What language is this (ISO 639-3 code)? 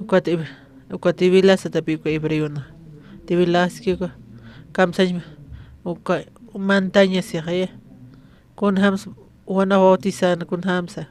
aym